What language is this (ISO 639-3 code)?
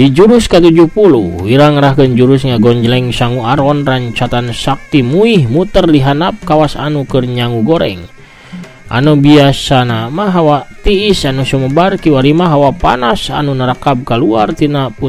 sun